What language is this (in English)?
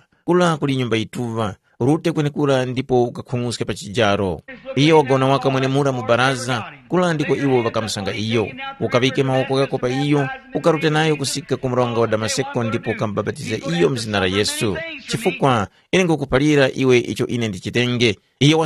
Tumbuka